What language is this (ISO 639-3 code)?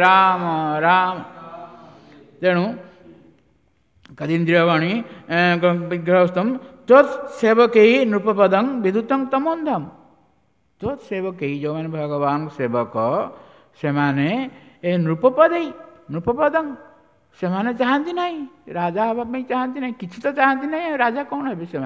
ori